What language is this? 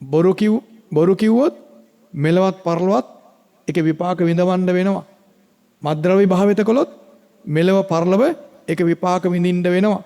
Sinhala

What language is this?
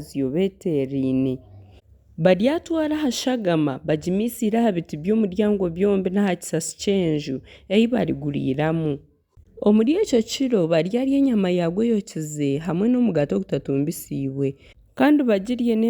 Nyankole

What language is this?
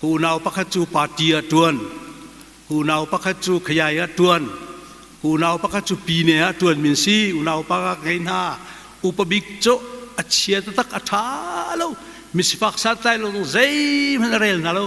Hakha Chin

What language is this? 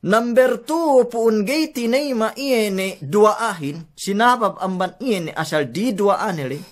Yakan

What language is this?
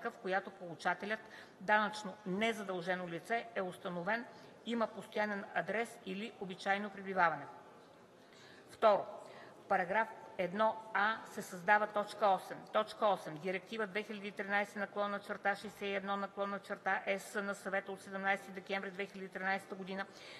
Bulgarian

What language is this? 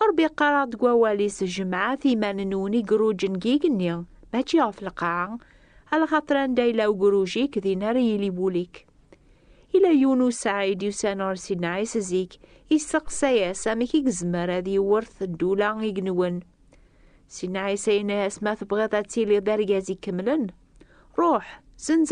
Kabyle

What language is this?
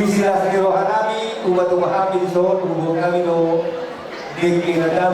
Batak Toba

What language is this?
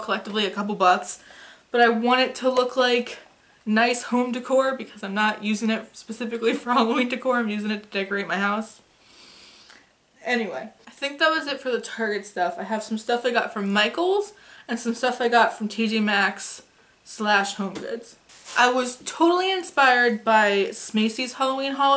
English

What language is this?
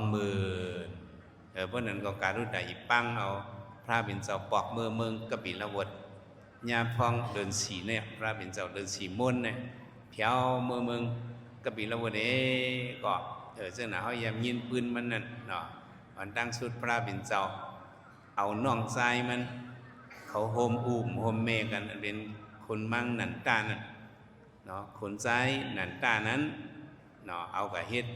Shan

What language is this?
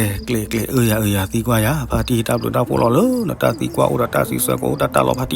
S'gaw Karen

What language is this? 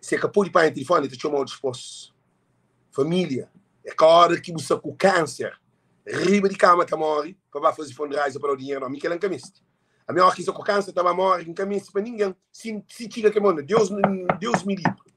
Kabuverdianu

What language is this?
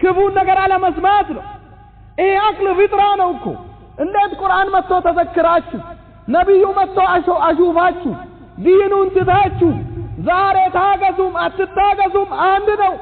Amharic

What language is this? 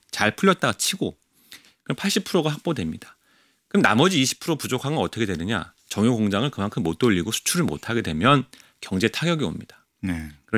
Korean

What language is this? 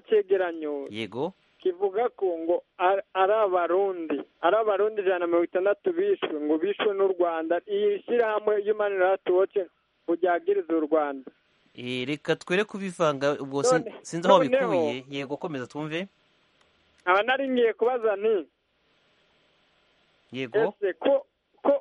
Kinyarwanda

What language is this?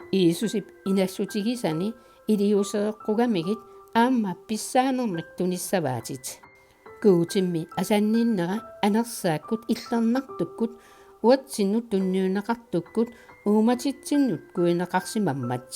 Kalaallisut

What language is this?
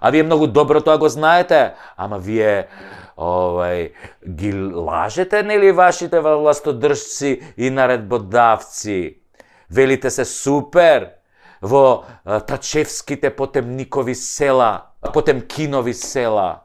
Macedonian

